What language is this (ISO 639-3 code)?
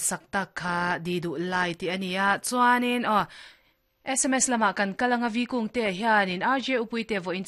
lus